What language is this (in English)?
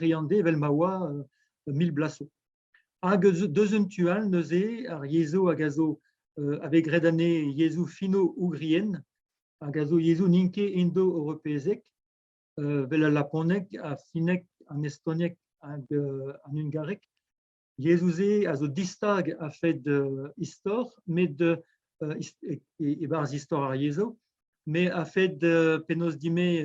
Breton